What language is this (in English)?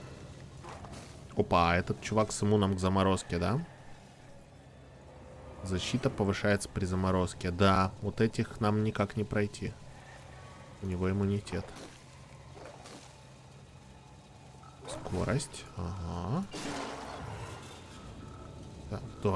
Russian